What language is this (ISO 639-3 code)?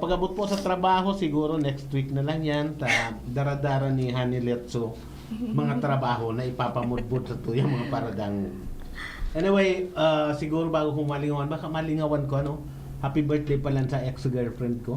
bik